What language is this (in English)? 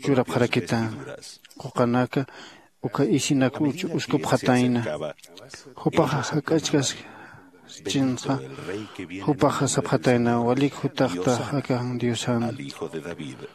Aymara